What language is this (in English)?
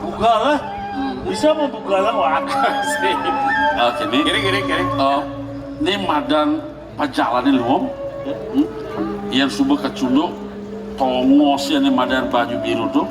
Balinese